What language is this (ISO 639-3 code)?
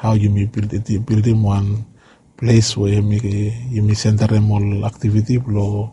bis